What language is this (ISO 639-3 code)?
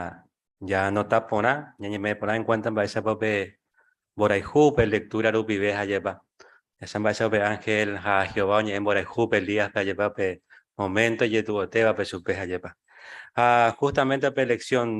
grn